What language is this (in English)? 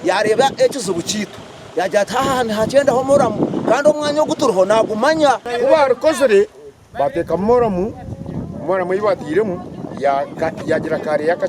Nyankole